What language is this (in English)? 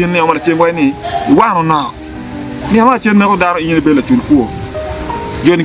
Acoli